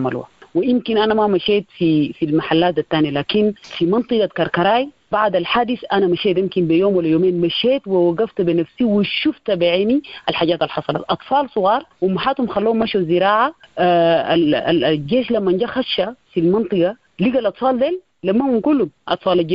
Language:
Sudanese Arabic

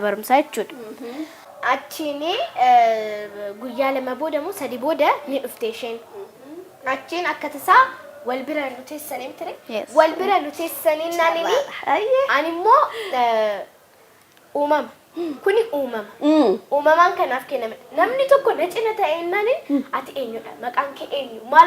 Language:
Oromo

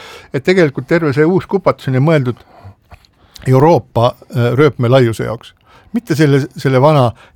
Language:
Estonian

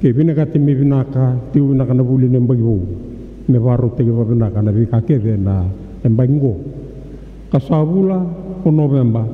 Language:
Fijian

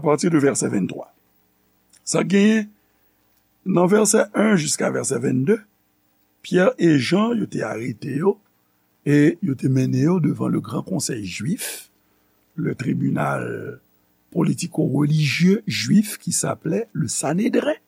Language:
Haitian Creole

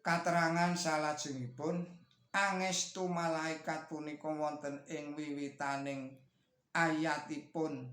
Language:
Javanese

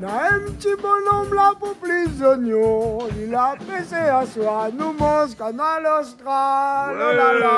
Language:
Réunion Creole French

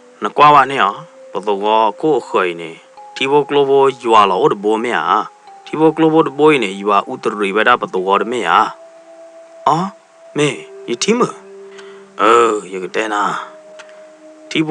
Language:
S'gaw Karen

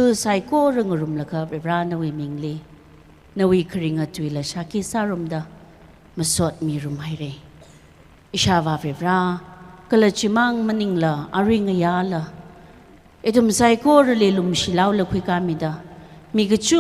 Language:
Tangkhul Naga (India)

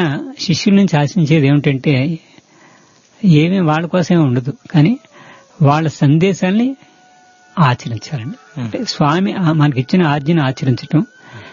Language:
Telugu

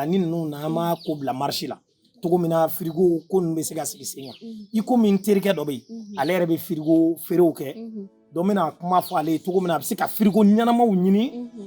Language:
Bambara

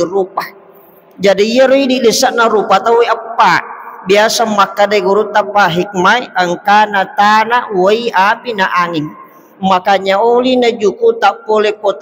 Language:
Buginese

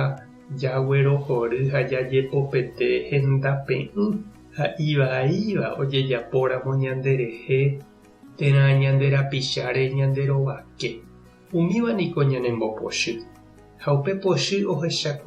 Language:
Guarani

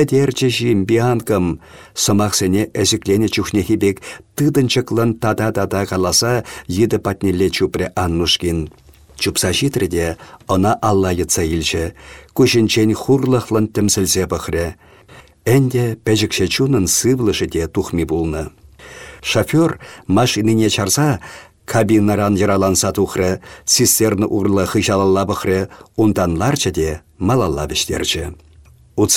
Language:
Chuvash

